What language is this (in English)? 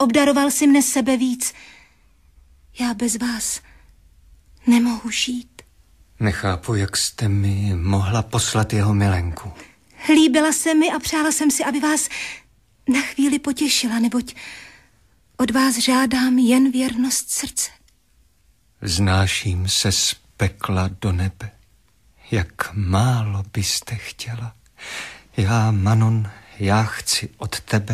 Czech